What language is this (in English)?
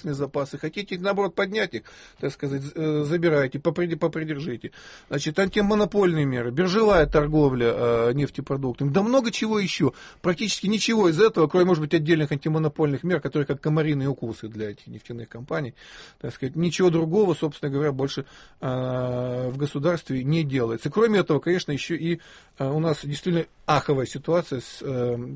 Russian